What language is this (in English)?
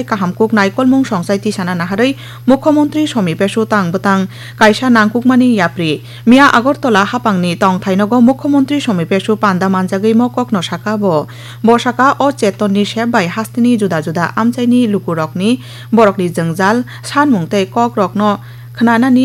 Kok Borok